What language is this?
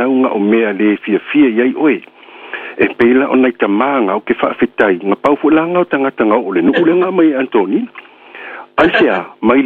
Samoan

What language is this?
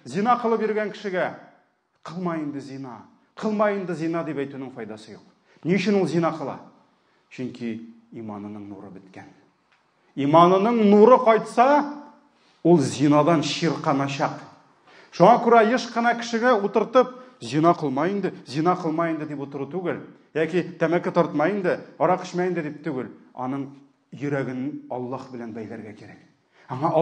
Tatar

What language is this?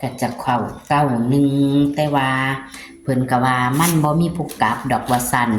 Northeastern Thai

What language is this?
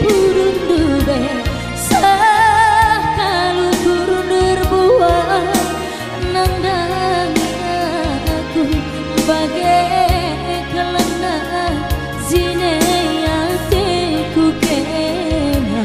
Batak Karo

